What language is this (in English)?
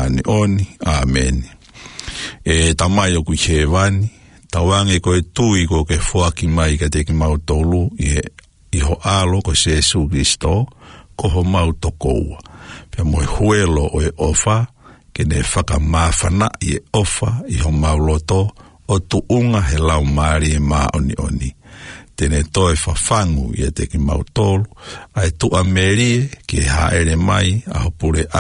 Tongan